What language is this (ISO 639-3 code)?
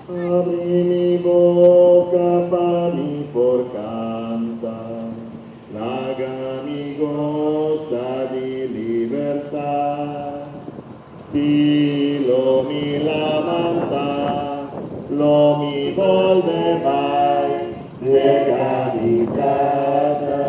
pap